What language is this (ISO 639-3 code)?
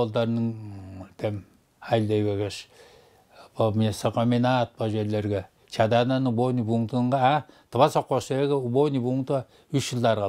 tyv